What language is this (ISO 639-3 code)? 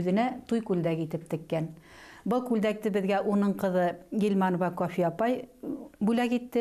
bak